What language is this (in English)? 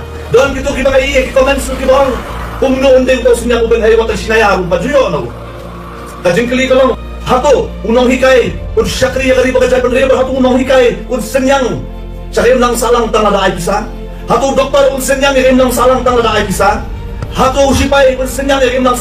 Khasi